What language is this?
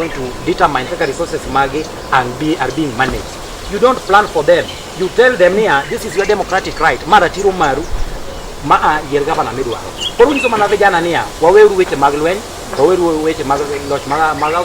Luo (Kenya and Tanzania)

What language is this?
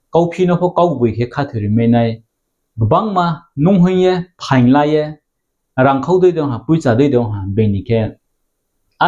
Riang (India)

